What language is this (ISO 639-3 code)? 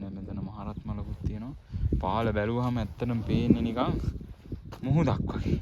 sin